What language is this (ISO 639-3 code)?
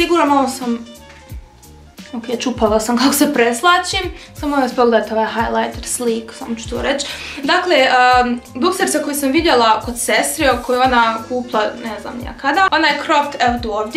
hrv